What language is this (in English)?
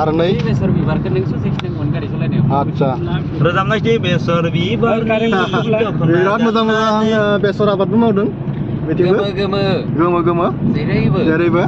Bodo